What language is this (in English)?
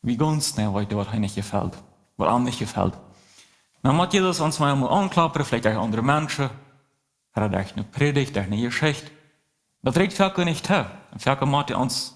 Plautdietsch